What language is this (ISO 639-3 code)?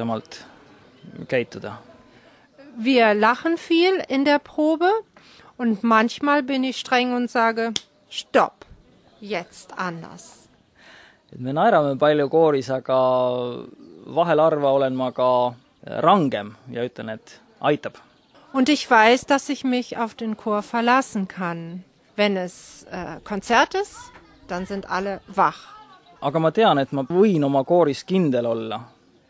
est